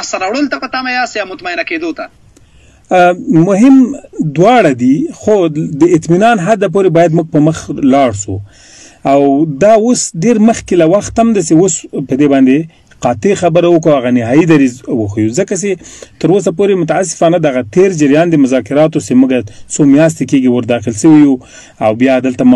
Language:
Pashto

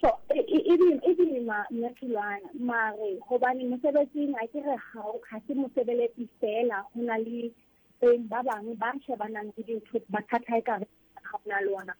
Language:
Southern Sotho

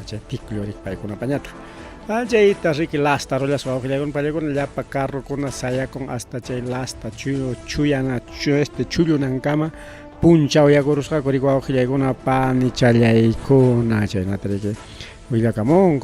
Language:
Ayacucho Quechua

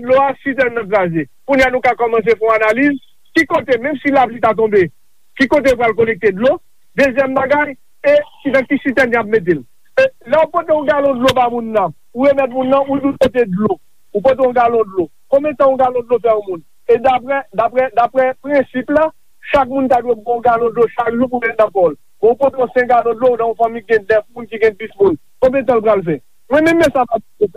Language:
Haitian Creole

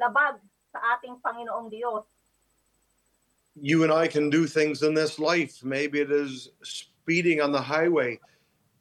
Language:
Filipino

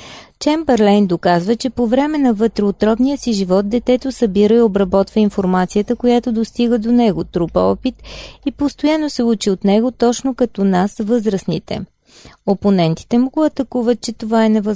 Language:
Bulgarian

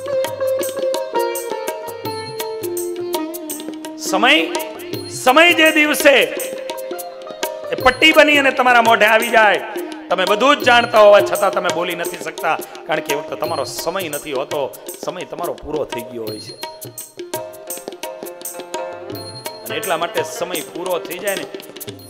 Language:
Gujarati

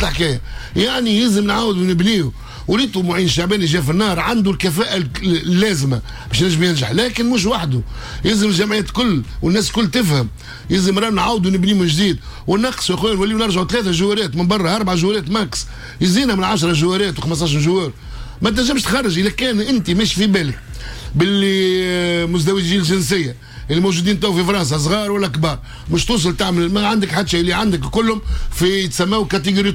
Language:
Tunisian Arabic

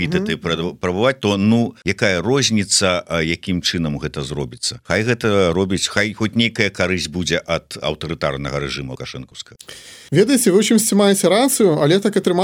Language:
Belarusian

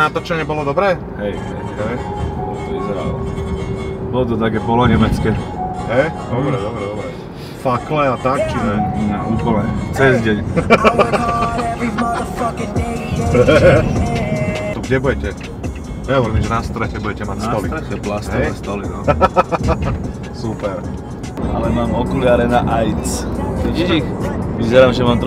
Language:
Slovak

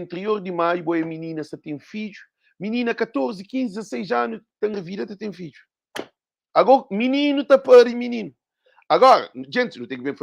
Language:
Kabuverdianu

